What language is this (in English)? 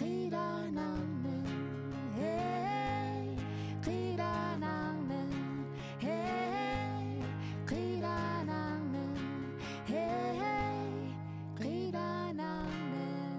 Kalaallisut